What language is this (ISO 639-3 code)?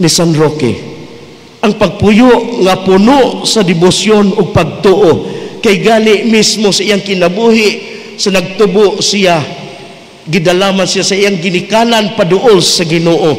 ceb